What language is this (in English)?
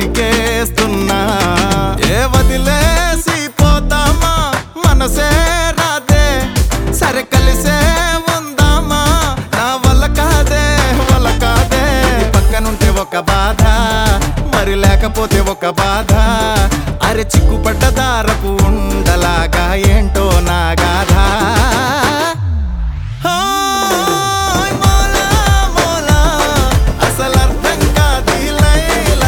Telugu